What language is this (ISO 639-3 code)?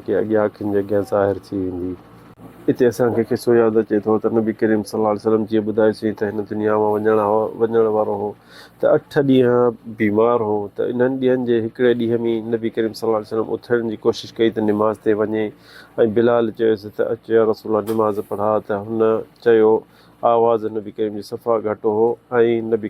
snd